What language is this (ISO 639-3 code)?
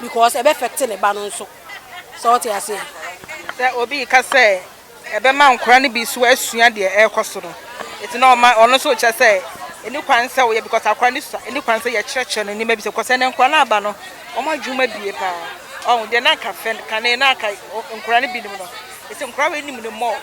aka